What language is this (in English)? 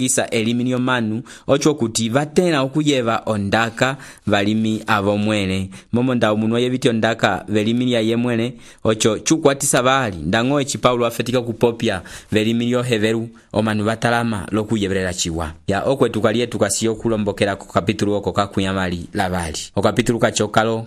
Umbundu